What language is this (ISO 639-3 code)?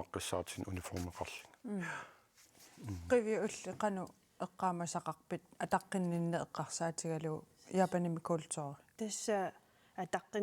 kal